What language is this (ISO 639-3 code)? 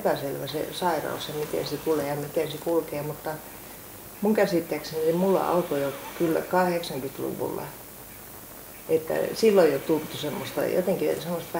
fin